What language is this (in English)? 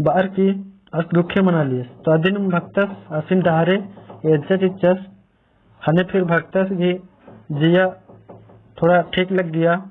Kurukh